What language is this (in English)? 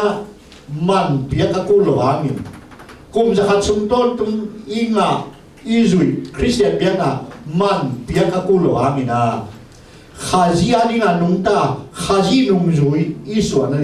Tedim Chin